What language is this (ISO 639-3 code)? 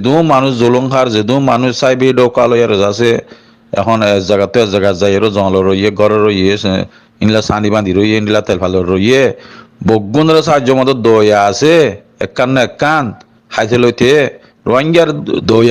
rhg